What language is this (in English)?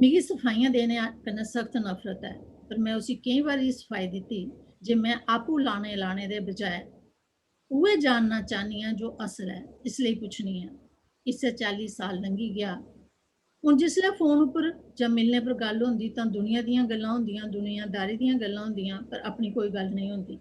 Dogri